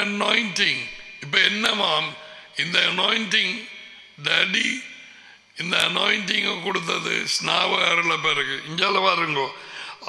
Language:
Tamil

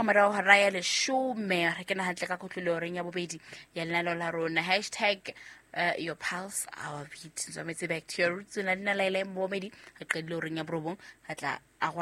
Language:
Southern Sotho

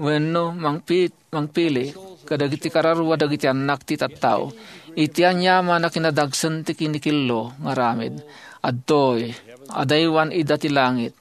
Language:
Iloko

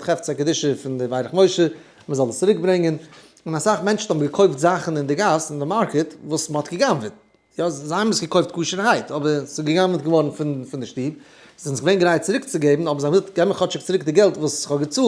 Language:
Yiddish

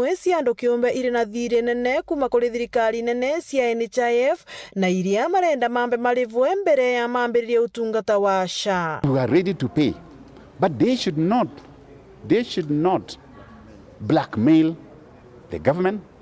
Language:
Meru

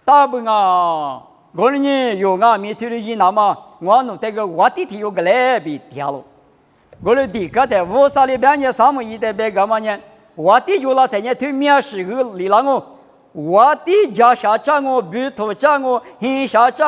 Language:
Lisu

